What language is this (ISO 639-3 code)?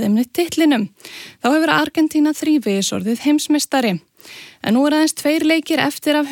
isl